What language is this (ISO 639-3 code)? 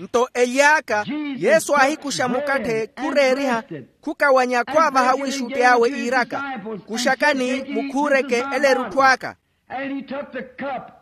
vmw